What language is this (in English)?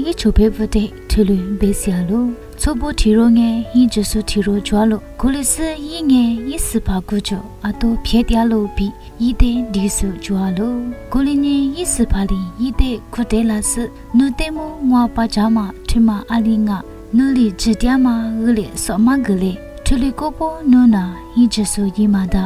Lisu